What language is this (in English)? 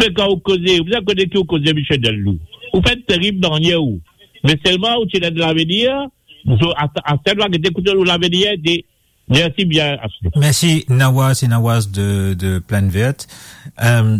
Morisyen